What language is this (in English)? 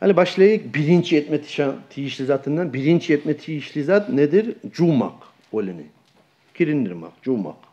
Kumyk